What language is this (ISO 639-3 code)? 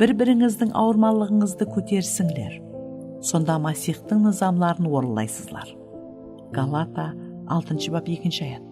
kaa